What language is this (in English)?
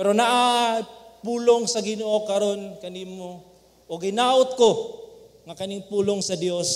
Cebuano